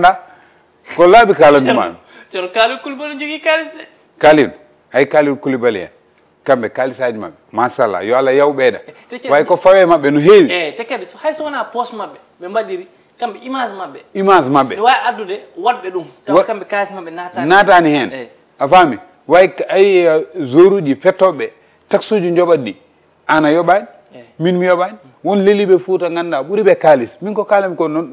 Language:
Fula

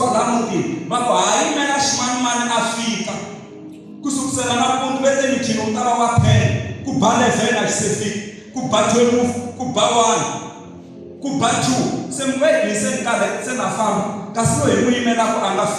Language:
Tsonga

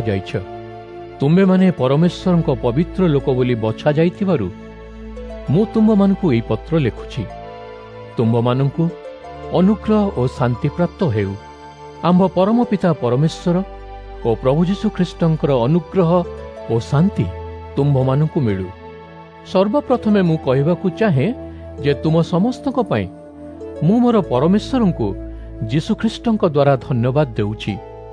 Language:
Odia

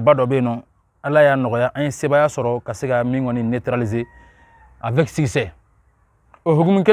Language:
Bambara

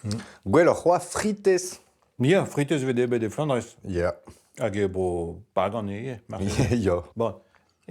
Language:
Breton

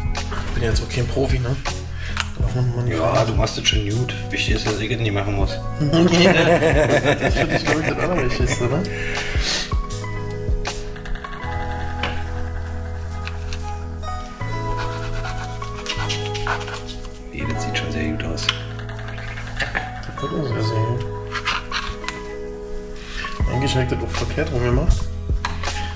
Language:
German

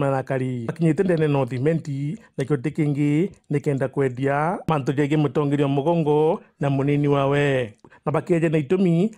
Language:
Meru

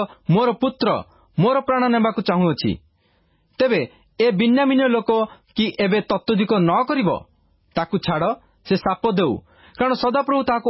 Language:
Odia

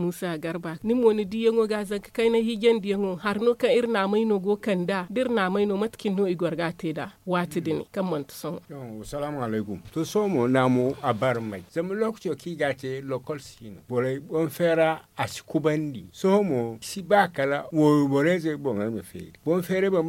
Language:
Zarma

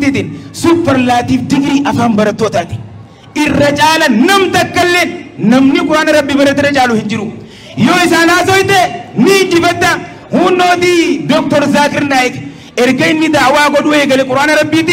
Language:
Oromo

